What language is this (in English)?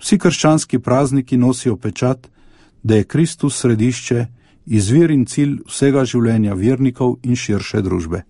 Slovenian